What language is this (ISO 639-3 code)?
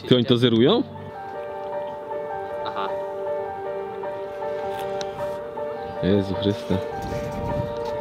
pol